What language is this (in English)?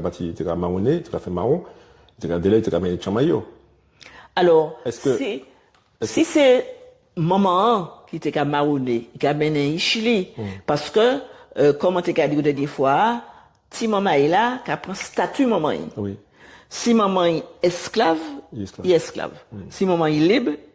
Guadeloupean Creole French